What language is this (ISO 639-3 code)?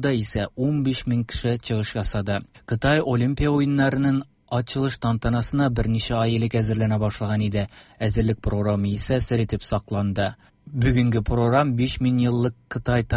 tat